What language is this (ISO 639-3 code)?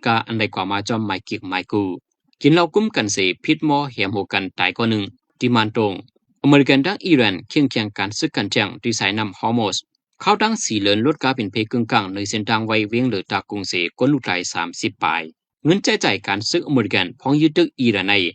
shn